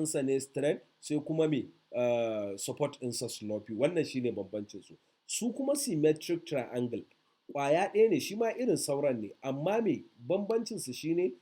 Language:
Hausa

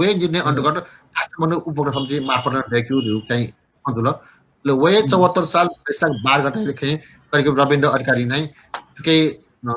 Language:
Newari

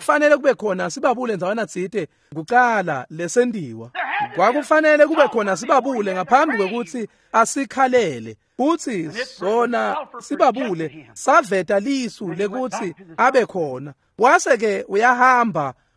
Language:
Swati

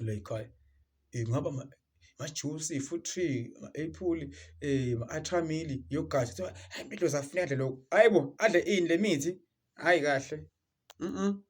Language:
Zulu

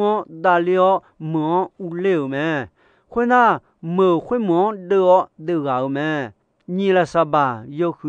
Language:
Akha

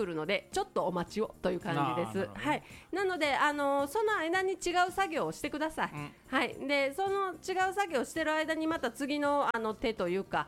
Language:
Japanese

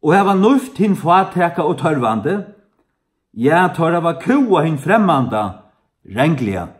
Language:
Faroese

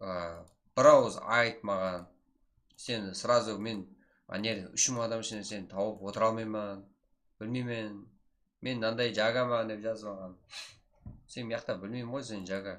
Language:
Kara-Kalpak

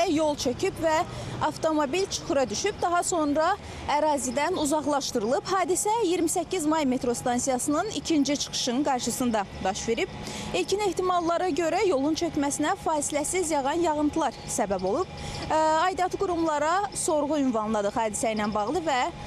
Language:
Azerbaijani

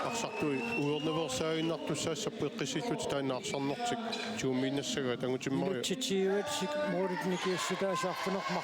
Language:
Kalaallisut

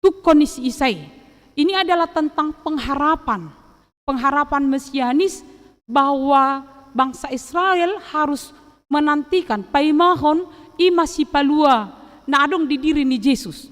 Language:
Batak Toba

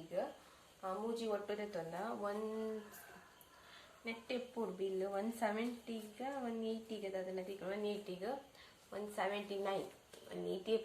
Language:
Tulu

